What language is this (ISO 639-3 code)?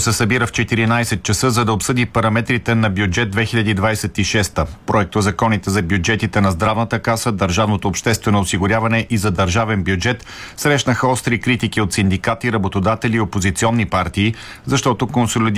bul